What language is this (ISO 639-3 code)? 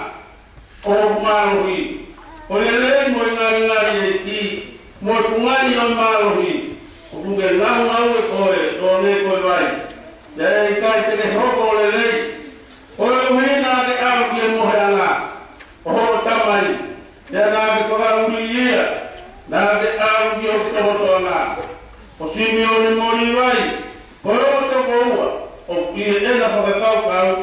ton